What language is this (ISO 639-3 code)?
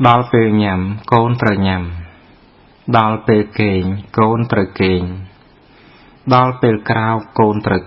khm